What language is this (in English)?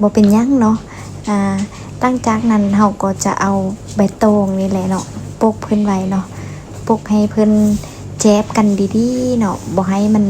Lao